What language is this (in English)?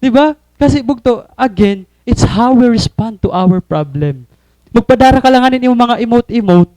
Waray